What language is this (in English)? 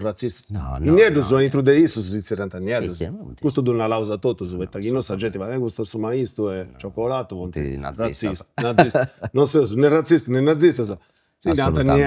Sardinian